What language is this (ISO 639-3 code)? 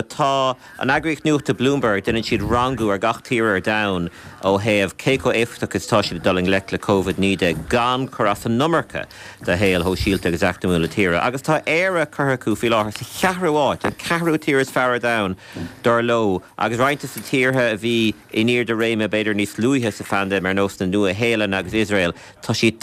gle